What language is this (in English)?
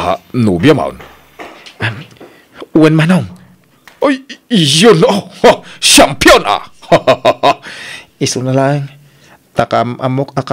Iloko